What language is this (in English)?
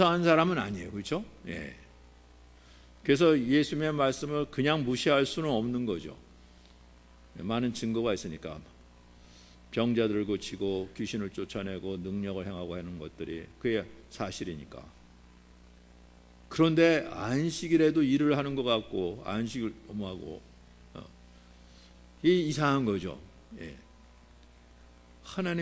Korean